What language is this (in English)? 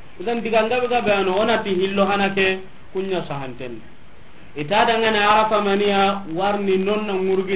Soninke